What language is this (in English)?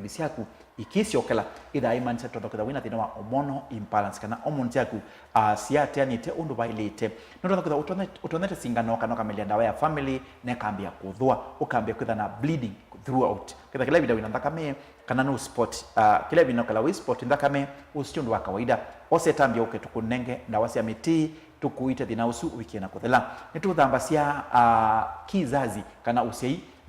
Kamba